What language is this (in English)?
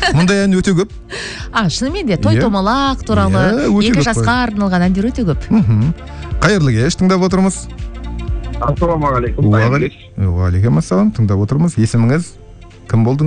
Kazakh